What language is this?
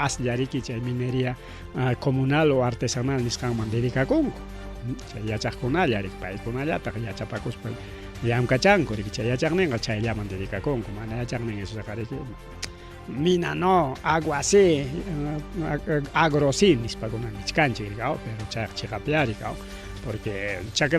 Ayacucho Quechua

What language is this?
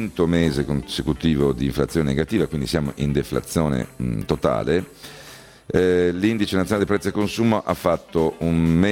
Italian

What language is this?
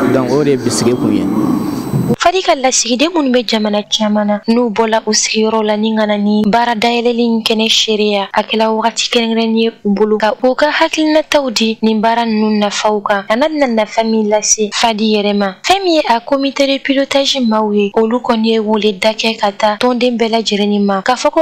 Bambara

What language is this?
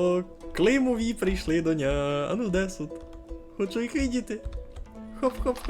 Rusyn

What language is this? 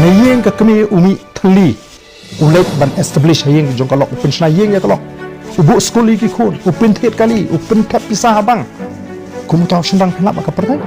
Khasi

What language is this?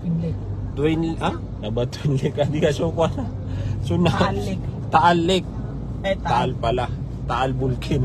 Maranao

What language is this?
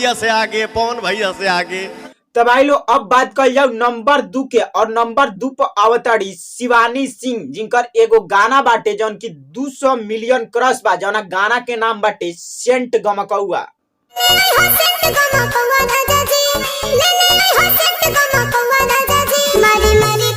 Bhojpuri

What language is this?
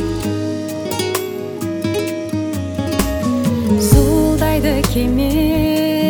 Kazakh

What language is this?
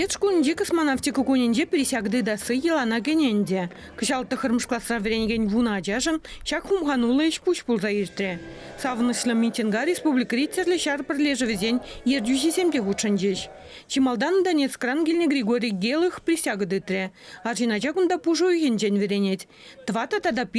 Chuvash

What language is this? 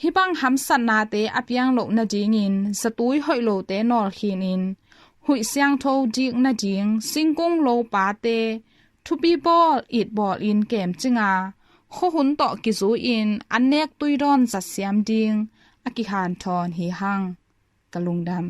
Tedim Chin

